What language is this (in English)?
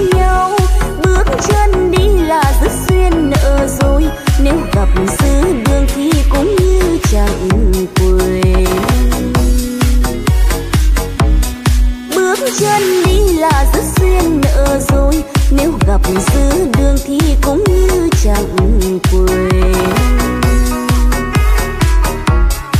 Vietnamese